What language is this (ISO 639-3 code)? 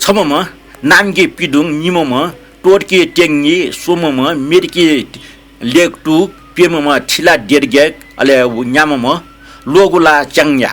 new